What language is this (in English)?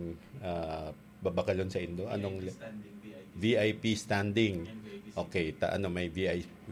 Bikol